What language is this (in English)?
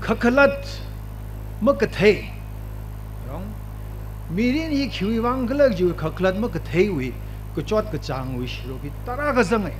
Tangkhul Naga (India)